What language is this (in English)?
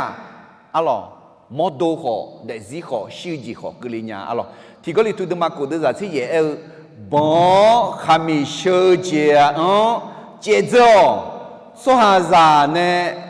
Akha